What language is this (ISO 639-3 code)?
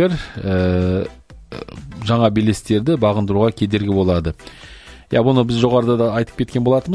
kaz